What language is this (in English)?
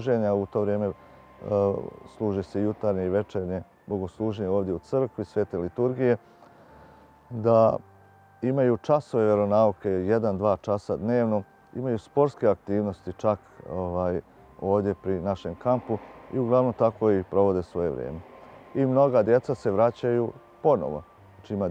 Serbian